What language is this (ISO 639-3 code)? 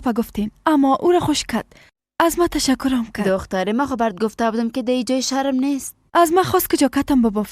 fas